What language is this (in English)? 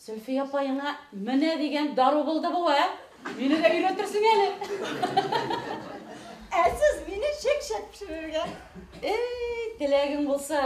Bashkir